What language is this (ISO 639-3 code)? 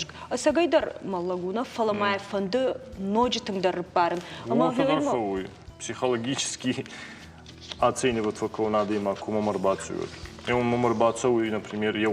oss